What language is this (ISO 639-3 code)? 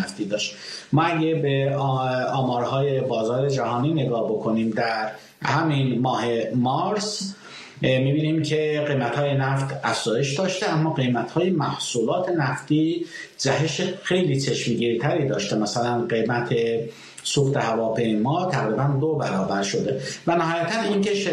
fas